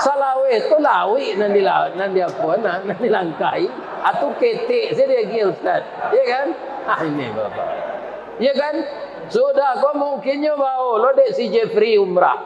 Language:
Minangkabau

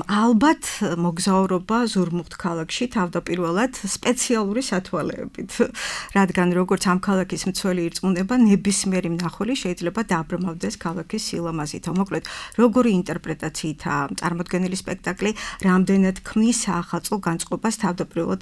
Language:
Georgian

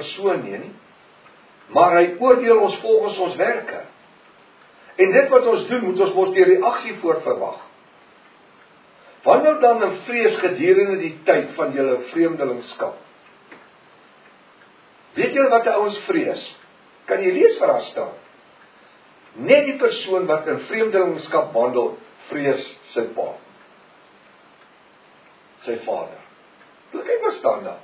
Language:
Afrikaans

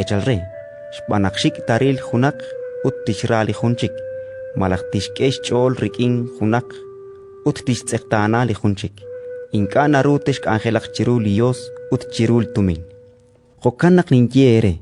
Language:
Kekchí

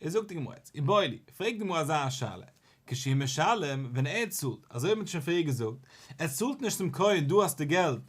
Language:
Yiddish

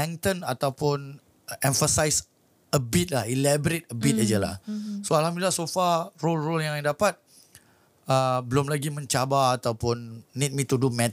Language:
Malay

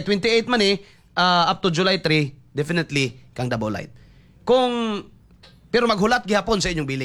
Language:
Cebuano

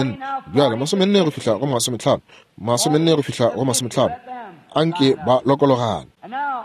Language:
Northern Sotho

